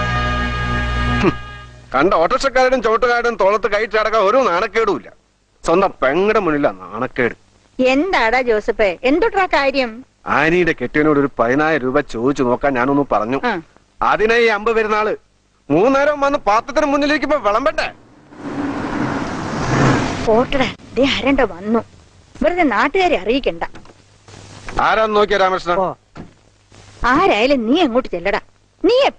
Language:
Malayalam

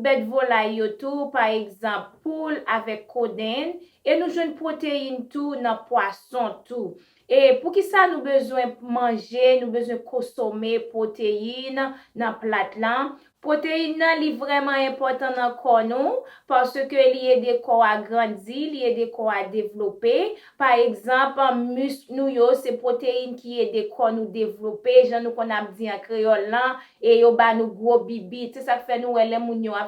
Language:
Haitian Creole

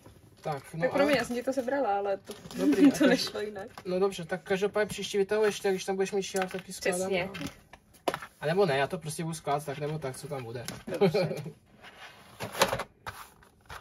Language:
Czech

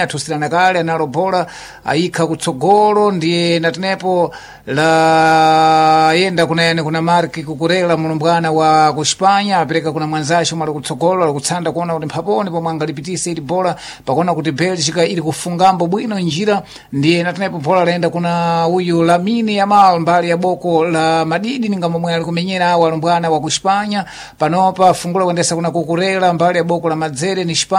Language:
Sena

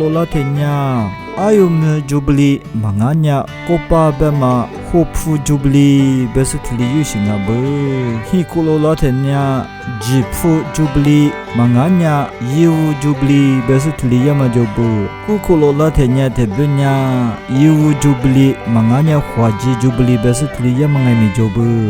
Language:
Lisu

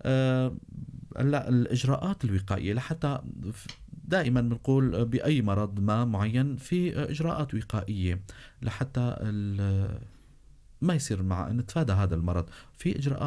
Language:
North Levantine Arabic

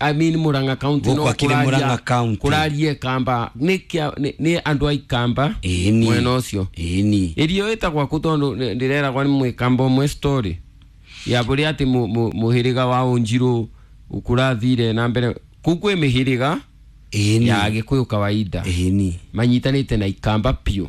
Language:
Kikuyu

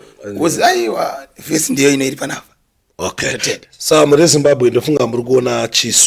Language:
Shona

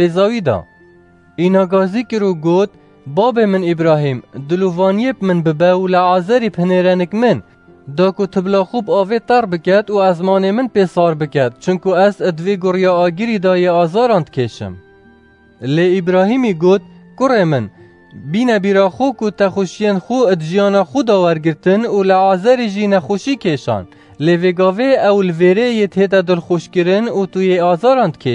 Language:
Kurdish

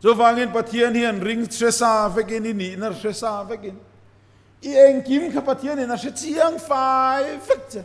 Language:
Mizo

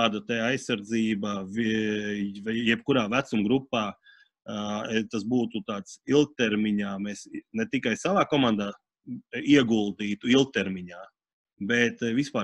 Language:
Latvian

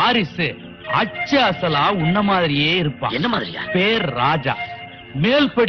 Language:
Tamil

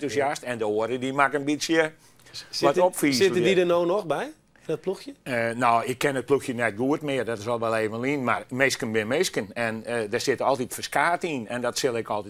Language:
Western Frisian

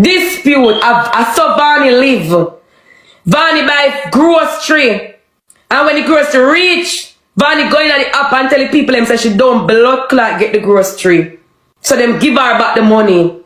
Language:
Jamaican Creole English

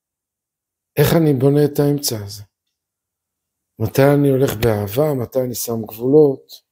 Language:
Hebrew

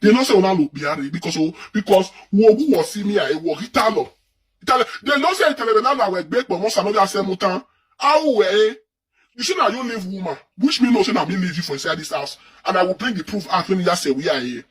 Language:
Nigerian Pidgin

